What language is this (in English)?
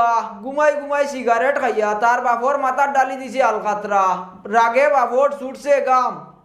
Sylheti